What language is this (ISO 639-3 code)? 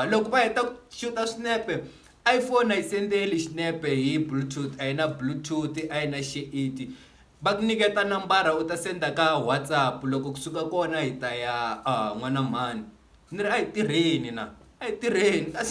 tso